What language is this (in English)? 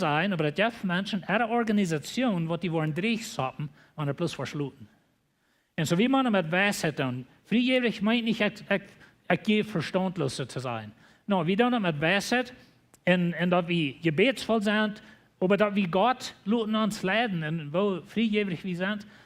Plautdietsch